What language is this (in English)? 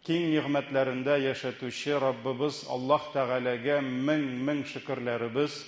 Tatar